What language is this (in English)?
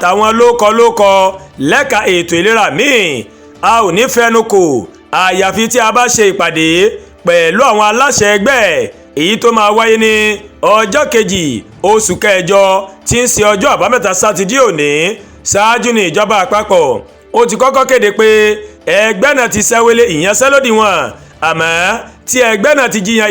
Yoruba